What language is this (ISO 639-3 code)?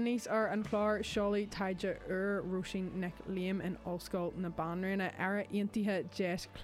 gle